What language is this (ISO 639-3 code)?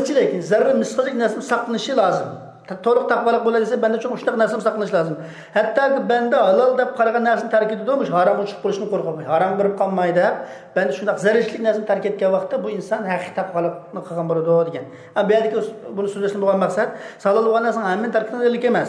uig